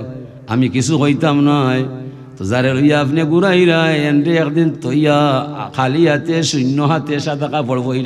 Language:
Sylheti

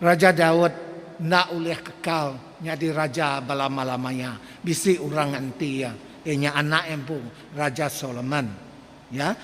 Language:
Iban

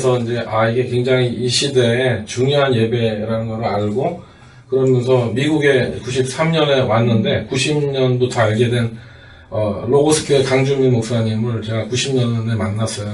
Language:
Korean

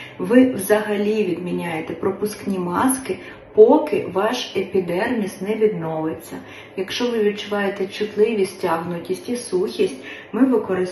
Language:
Ukrainian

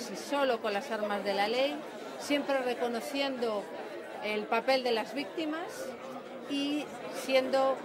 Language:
Spanish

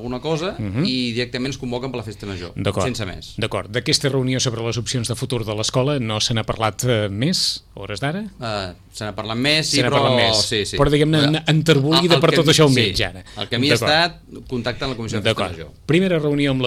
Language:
Catalan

